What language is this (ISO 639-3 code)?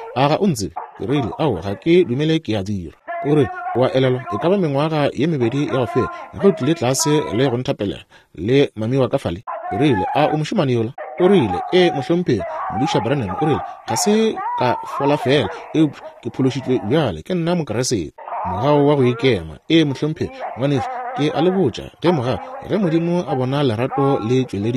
nso